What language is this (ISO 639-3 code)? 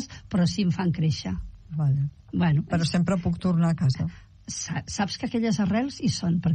cat